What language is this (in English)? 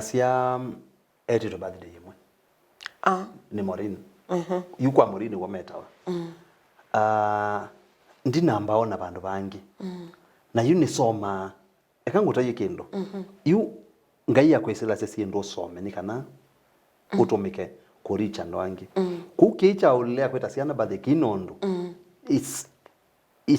Kamba